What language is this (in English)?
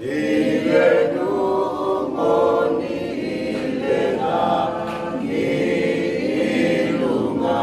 Samoan